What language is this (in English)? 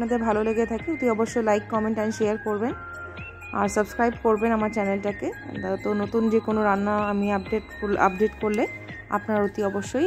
Bangla